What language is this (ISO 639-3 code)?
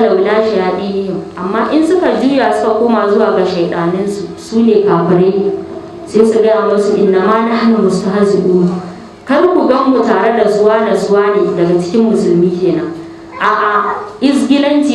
hau